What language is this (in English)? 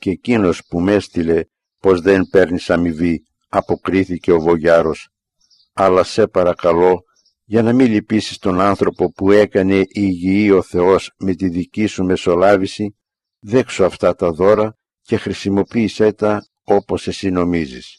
Greek